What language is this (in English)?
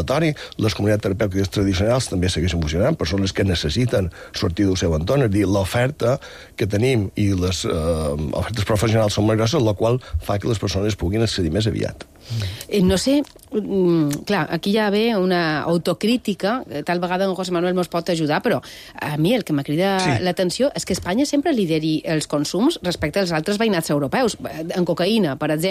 Catalan